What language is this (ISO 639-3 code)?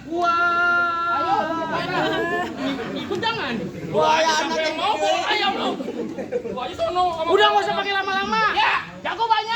bew